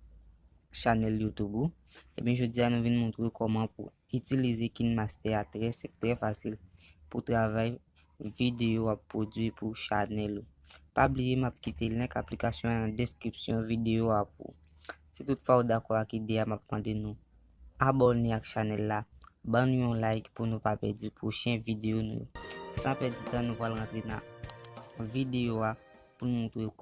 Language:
Haitian Creole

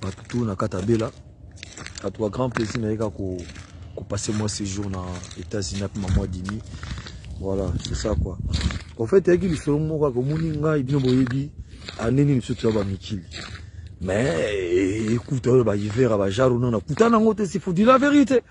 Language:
Lingala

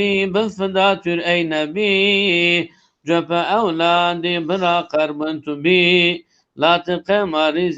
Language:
Zaza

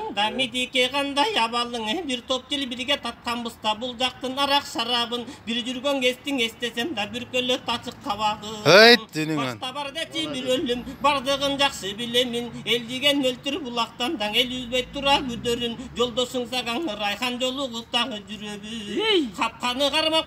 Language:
Kyrgyz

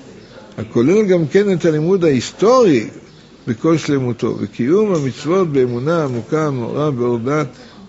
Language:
Hebrew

